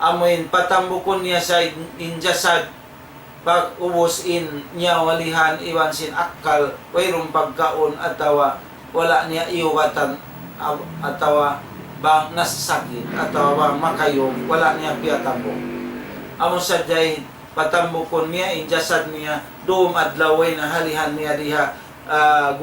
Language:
Tausug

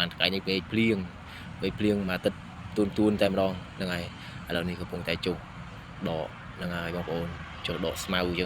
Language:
Khmer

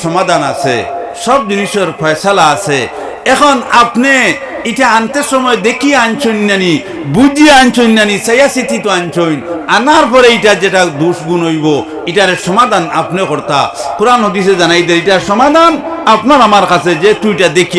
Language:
Sylheti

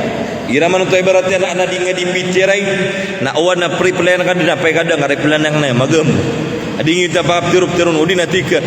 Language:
Maranao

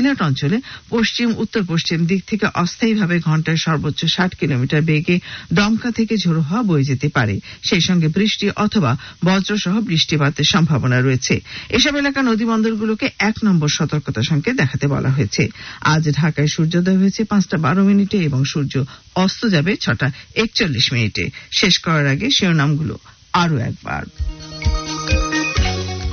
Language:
Bangla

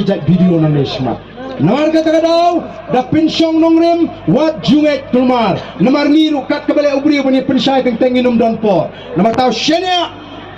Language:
Khasi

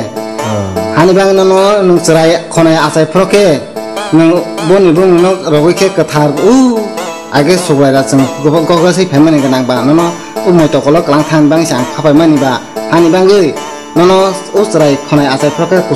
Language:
Kok Borok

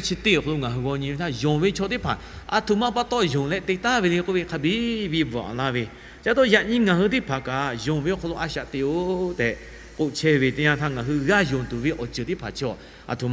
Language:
Lahu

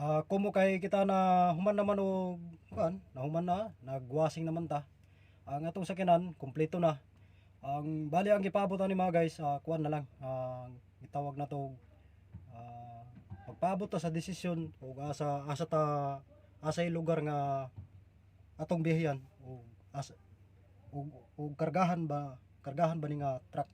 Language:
Cebuano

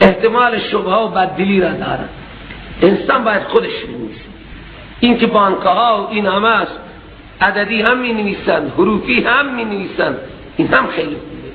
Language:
Persian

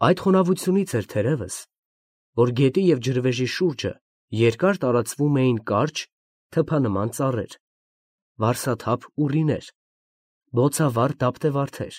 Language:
Armenian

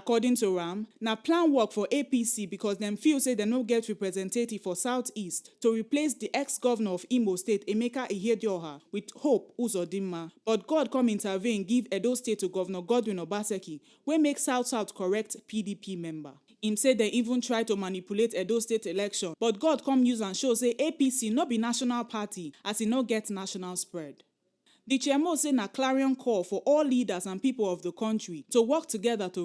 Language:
Nigerian Pidgin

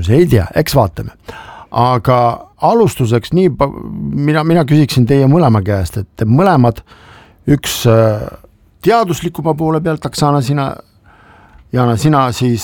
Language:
Estonian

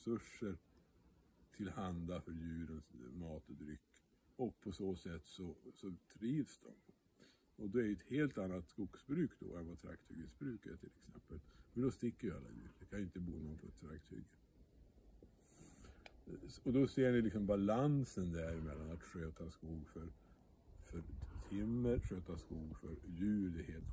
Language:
Swedish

